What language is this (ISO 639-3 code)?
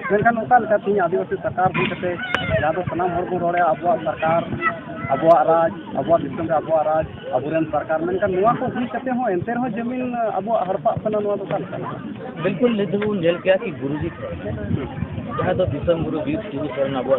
sat